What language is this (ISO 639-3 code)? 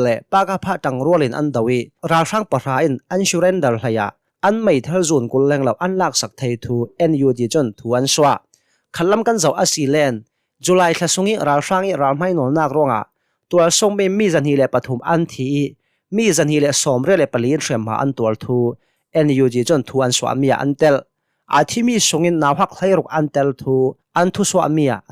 cnh